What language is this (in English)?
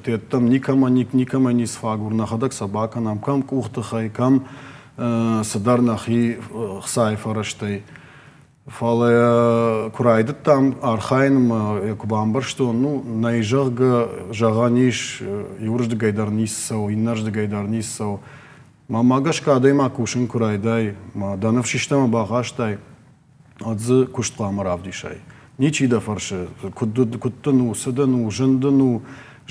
Ossetic